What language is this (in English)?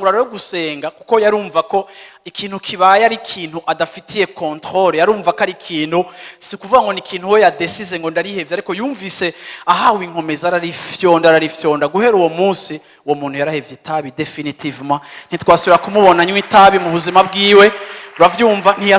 Rundi